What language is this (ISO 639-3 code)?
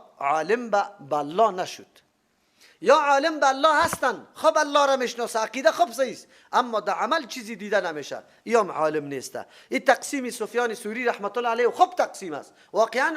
fas